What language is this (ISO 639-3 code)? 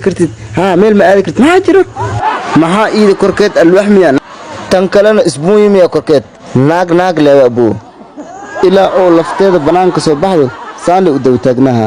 som